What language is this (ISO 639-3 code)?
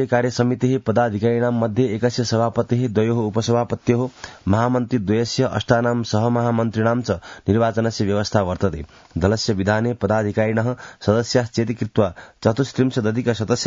san